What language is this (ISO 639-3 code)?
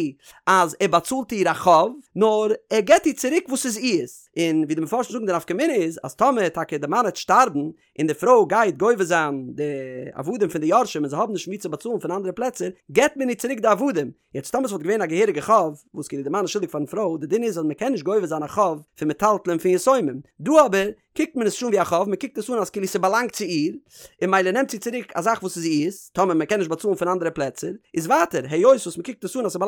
yid